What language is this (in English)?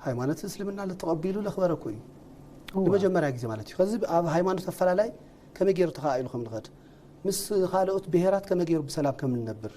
Tigrinya